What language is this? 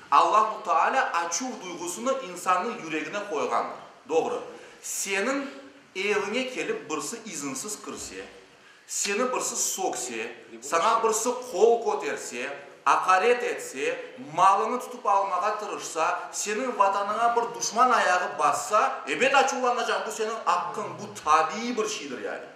Crimean Tatar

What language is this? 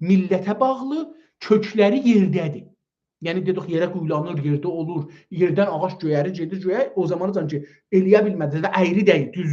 South Azerbaijani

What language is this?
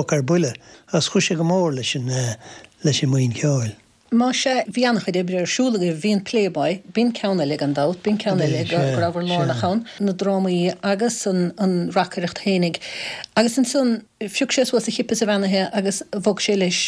Irish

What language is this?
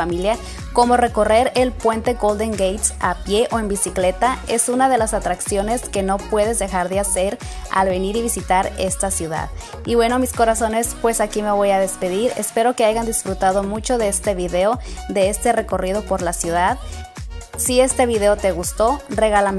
Spanish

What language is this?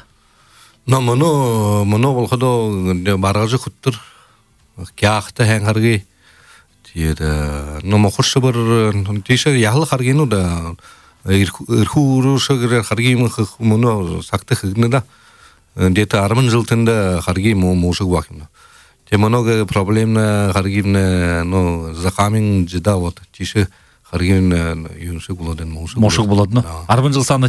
Buriat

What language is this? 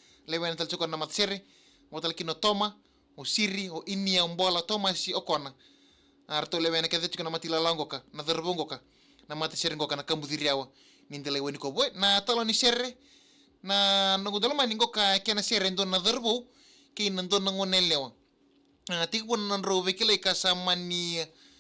Fijian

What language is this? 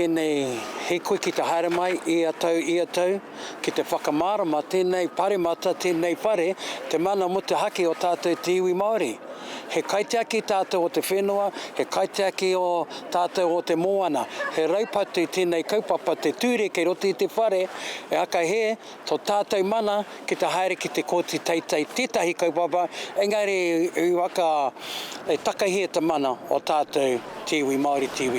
Māori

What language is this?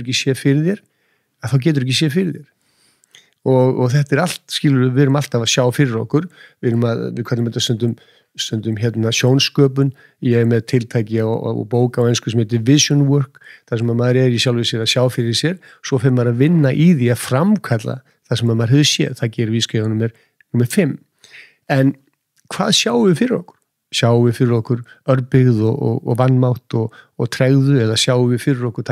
Icelandic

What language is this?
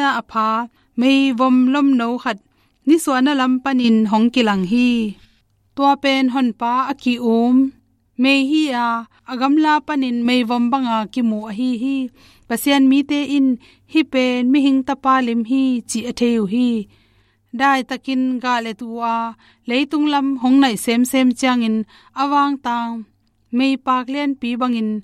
Tedim Chin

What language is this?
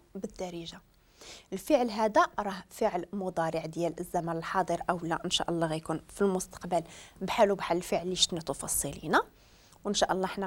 Moroccan Arabic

